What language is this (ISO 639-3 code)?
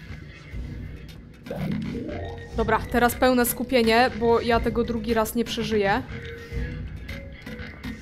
pol